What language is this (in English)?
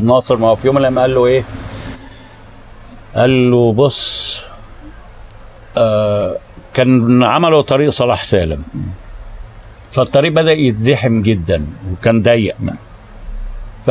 Egyptian Arabic